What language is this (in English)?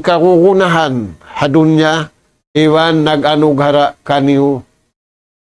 Tausug